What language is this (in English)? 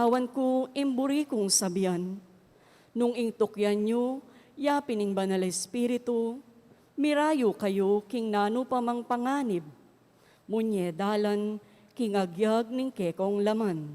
Pampanga